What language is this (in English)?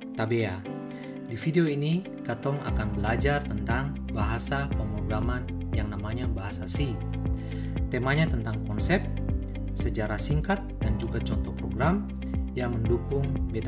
Ambonese Malay